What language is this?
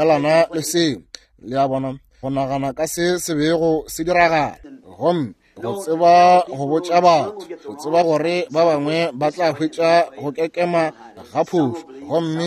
Northern Sotho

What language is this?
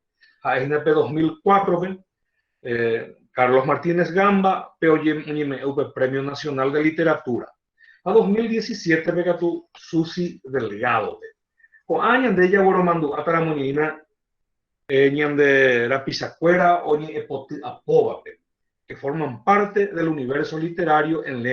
Guarani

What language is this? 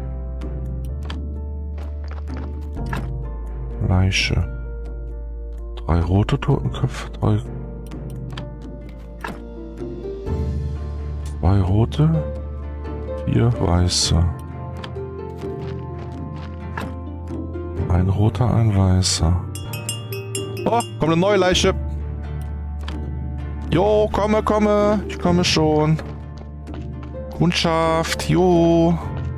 German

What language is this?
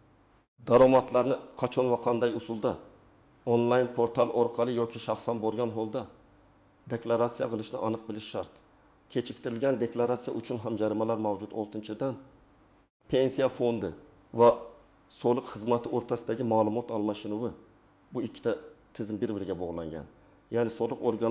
Uzbek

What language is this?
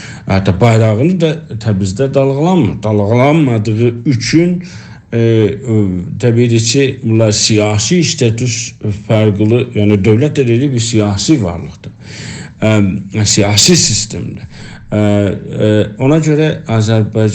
South Azerbaijani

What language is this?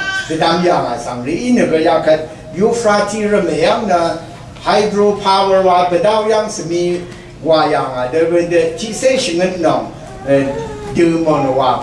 Rawang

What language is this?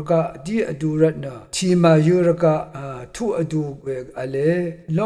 Rawang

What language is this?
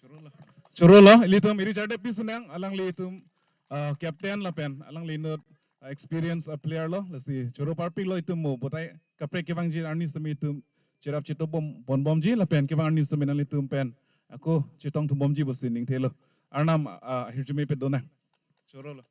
Karbi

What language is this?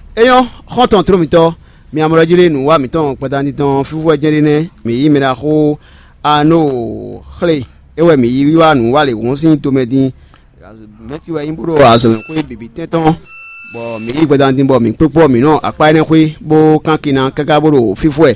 Fon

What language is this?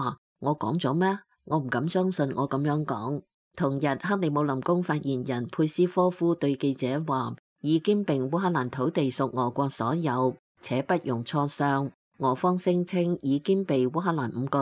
Cantonese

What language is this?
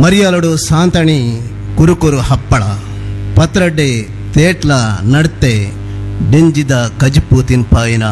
Tulu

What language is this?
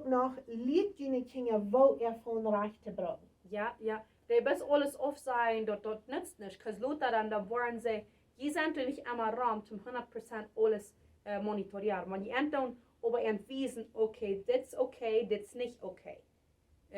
Plautdietsch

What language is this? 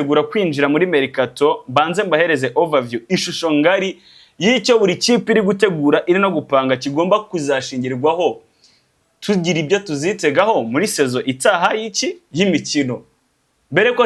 Kinyarwanda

